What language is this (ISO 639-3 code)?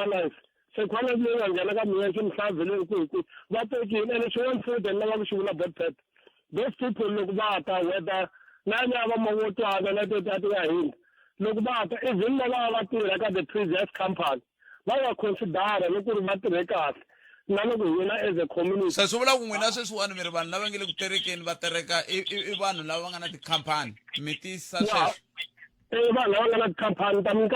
tso